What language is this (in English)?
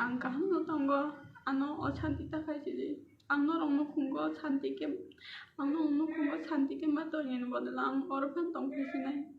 Kok Borok